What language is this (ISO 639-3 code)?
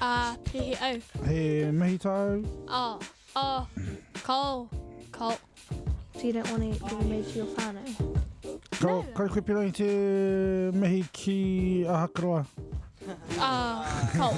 mri